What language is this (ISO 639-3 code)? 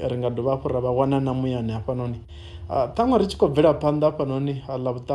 ven